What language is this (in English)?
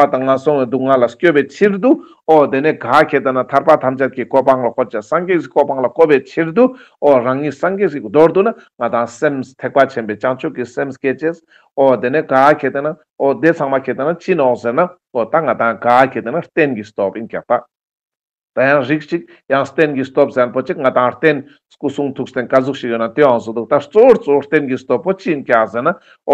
Ladakhi